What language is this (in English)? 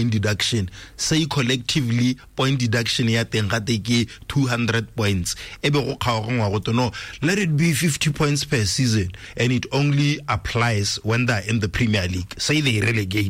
Tswana